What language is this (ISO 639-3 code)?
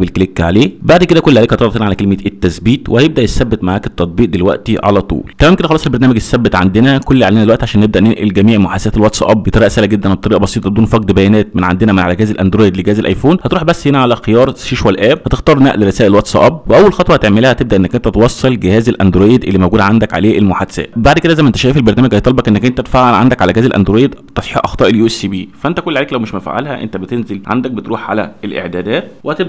arz